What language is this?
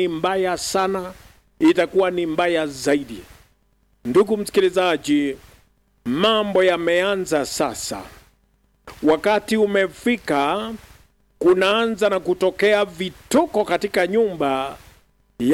Swahili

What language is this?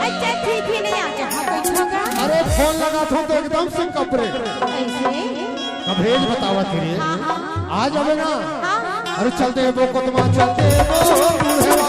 Chhattisgarhi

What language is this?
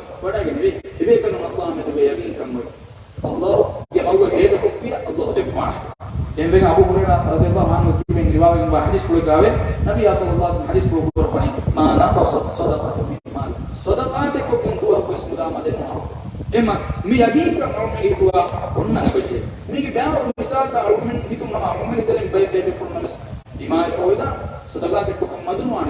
Divehi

